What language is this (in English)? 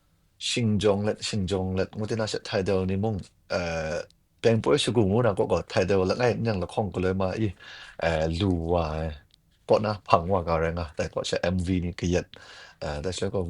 Kachin